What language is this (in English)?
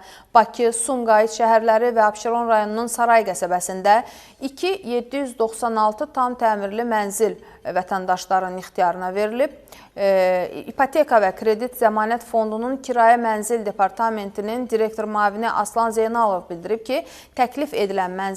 Azerbaijani